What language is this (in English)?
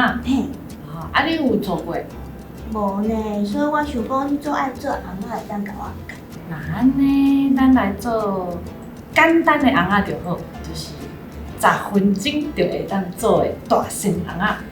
Min Nan Chinese